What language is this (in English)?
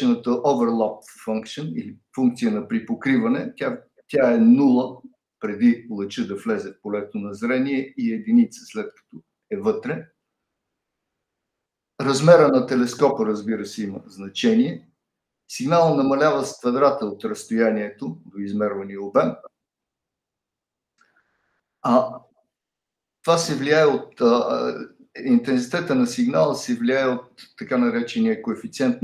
Bulgarian